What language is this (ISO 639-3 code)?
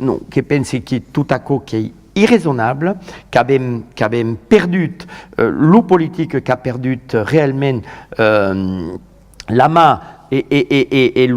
oci